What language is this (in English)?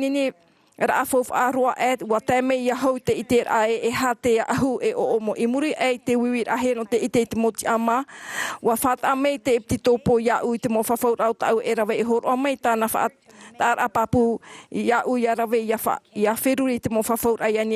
Tahitian